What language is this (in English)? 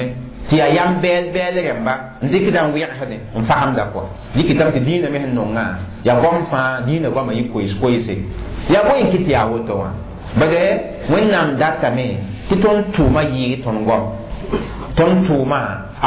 Mossi